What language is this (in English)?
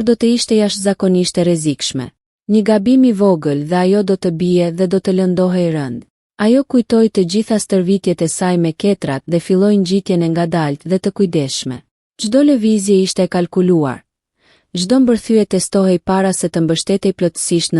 Albanian